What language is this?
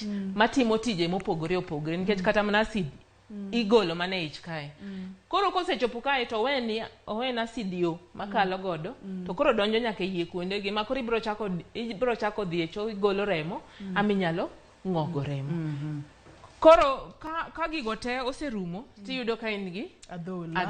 Luo (Kenya and Tanzania)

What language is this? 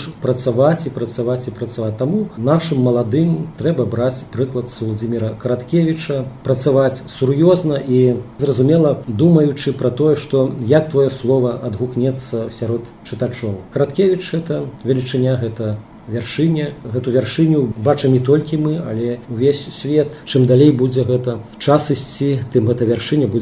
Belarusian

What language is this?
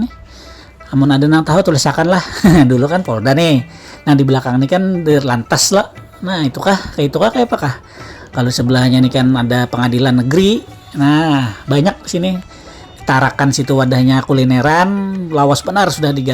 Banjar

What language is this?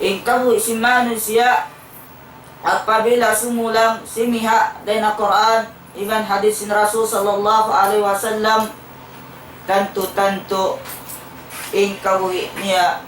Tausug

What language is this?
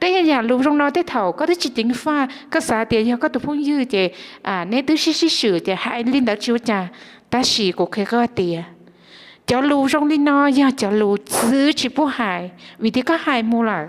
Hmong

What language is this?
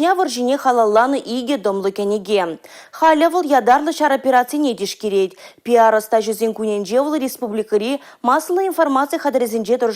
Chuvash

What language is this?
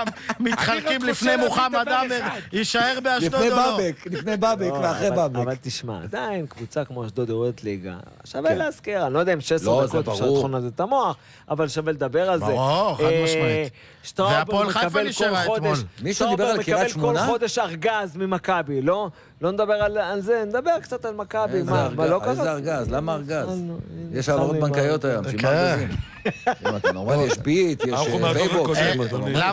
Hebrew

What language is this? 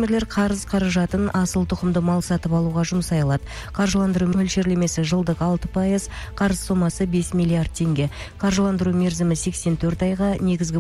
Kazakh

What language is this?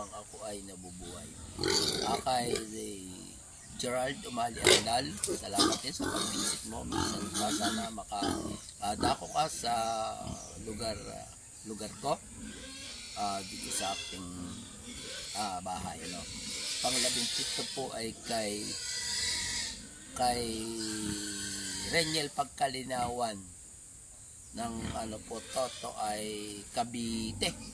Filipino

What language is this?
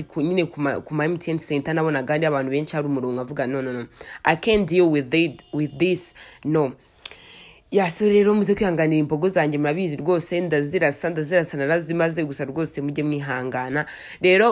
Kinyarwanda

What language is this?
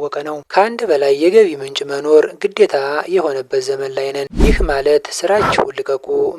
Amharic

